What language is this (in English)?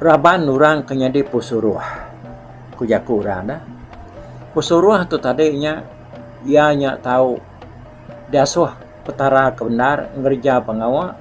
Iban